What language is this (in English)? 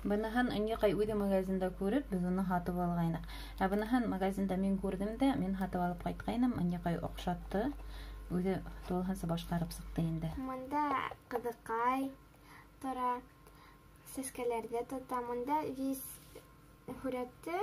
Bashkir